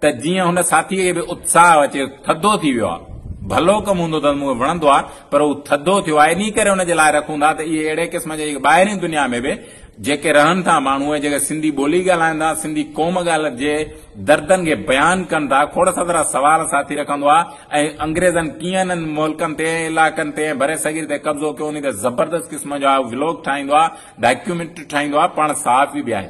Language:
Sindhi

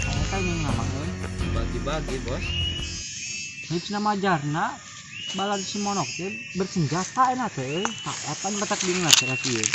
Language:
Sundanese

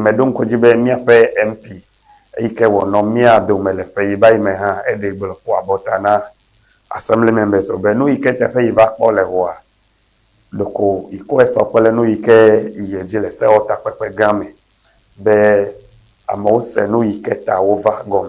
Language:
Ewe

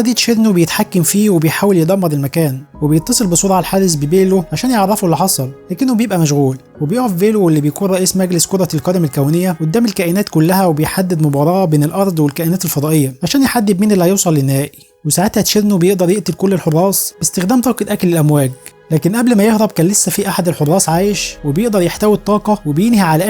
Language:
Egyptian Arabic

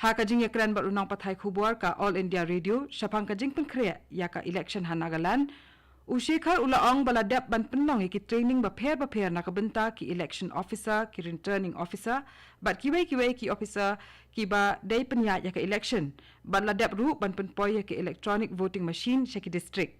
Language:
Khasi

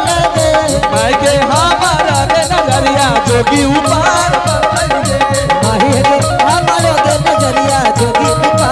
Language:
Angika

